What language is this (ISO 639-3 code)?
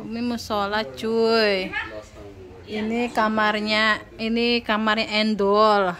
bew